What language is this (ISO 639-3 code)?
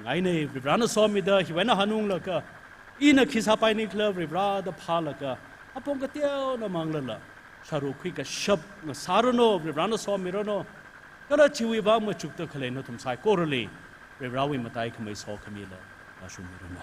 nmf